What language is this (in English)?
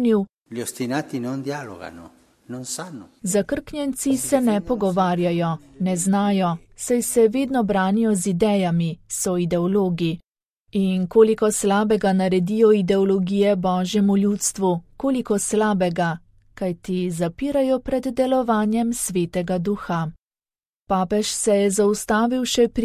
Slovenian